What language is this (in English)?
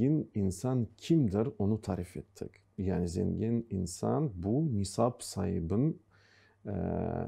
Crimean Tatar